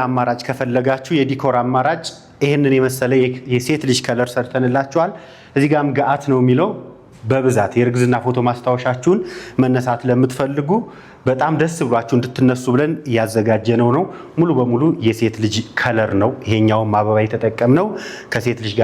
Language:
Amharic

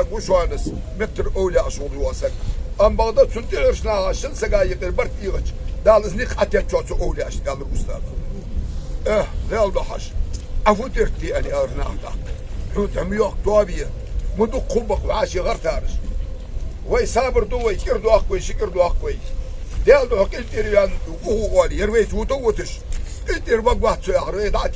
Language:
Ingush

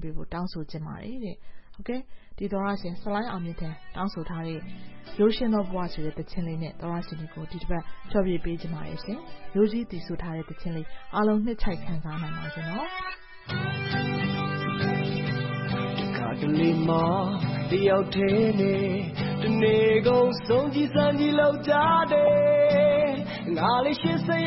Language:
Burmese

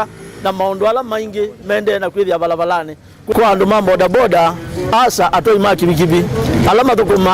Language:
Kamba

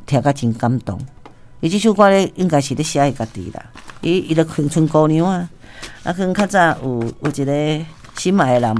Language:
Min Nan Chinese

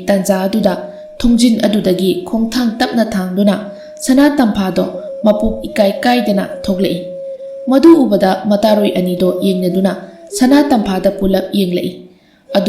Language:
Manipuri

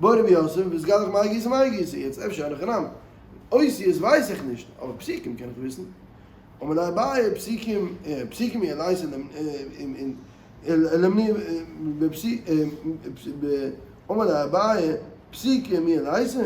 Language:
Yiddish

